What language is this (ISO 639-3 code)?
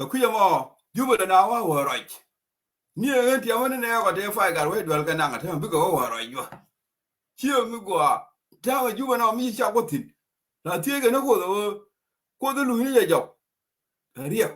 nus